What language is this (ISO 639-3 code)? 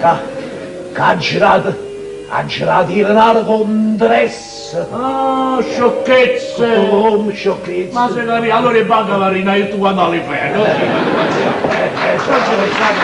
nap